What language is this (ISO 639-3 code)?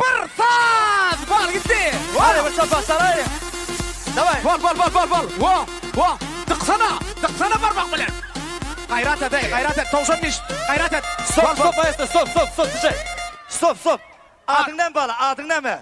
tuk